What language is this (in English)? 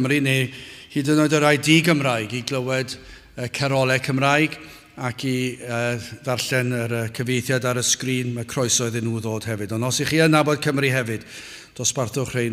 Welsh